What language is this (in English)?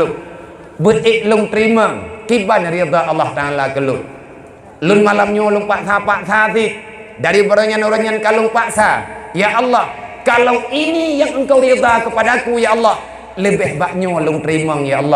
Achinese